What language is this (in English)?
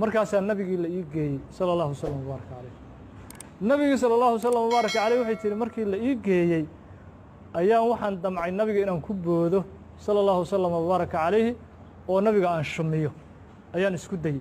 Somali